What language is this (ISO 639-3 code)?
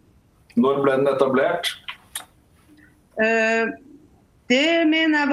nor